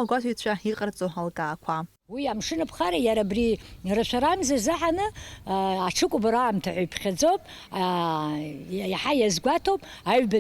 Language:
Abkhazian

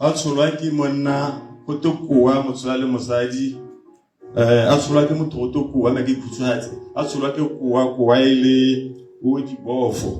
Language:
Tswana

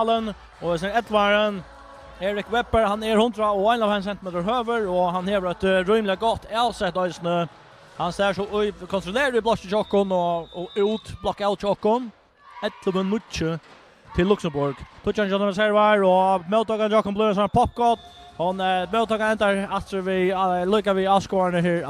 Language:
Faroese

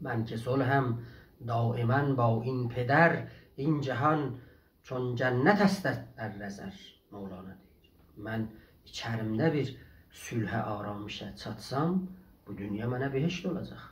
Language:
South Azerbaijani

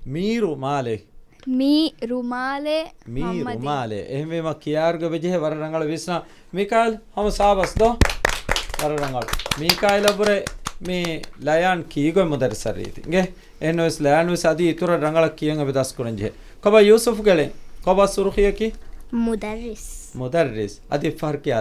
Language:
Divehi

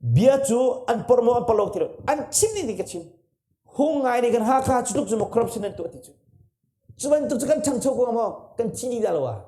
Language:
Hakha Chin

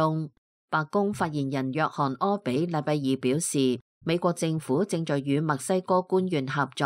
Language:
Cantonese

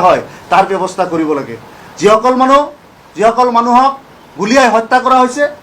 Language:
Assamese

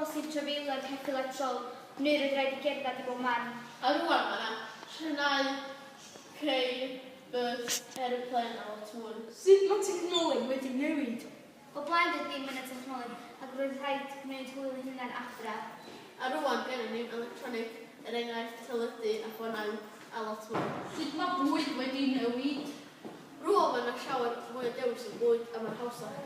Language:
Welsh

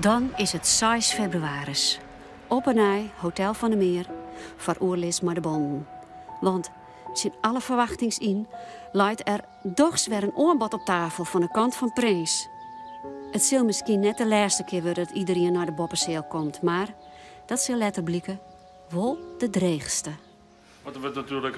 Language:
Western Frisian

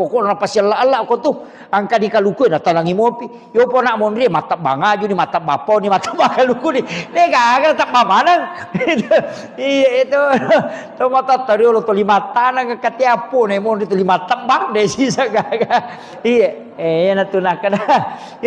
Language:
Buginese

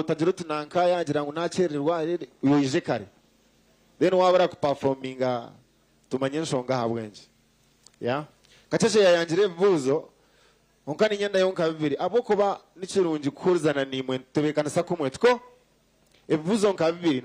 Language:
Nyankole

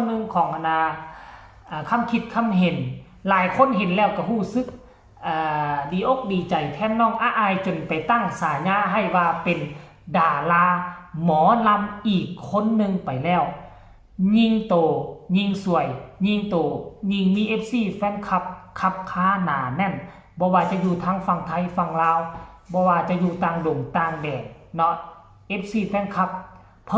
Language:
Northeastern Thai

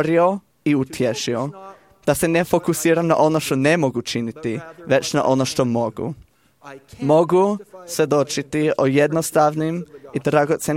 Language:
Croatian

